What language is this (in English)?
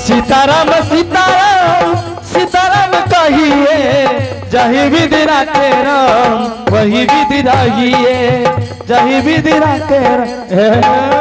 Angika